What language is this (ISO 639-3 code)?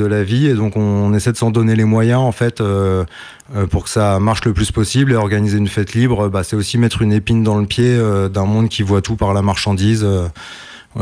fra